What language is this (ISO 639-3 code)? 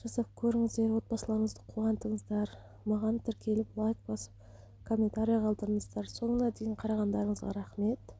kaz